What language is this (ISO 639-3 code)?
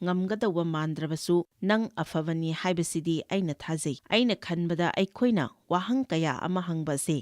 mni